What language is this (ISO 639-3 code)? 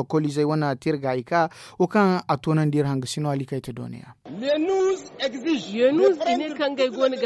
dje